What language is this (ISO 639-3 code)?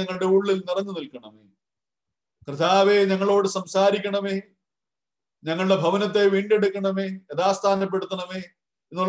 mal